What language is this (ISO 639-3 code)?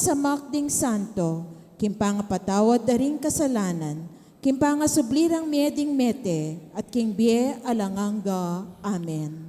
pam